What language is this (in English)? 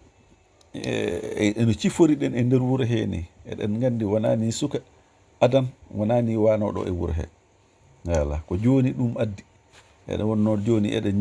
Fula